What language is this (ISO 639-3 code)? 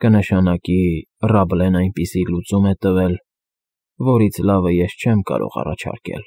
hye